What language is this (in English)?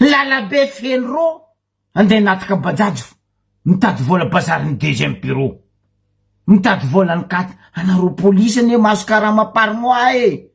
Malagasy